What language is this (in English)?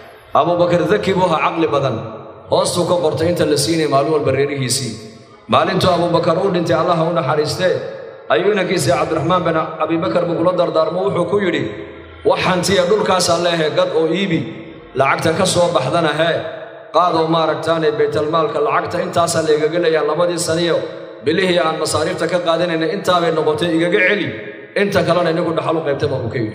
Somali